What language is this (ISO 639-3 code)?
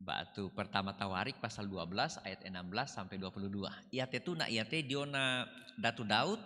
sda